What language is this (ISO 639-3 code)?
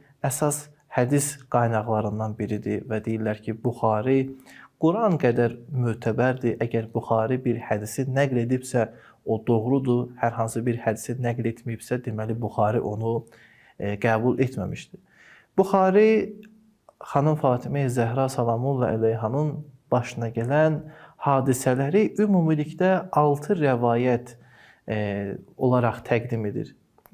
aze